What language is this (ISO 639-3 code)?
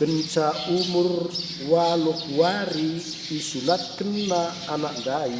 btx